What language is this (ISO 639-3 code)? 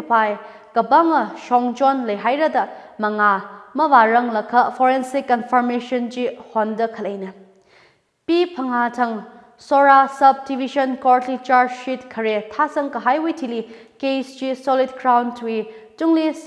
nmf